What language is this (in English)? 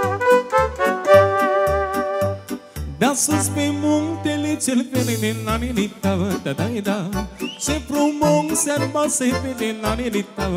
Romanian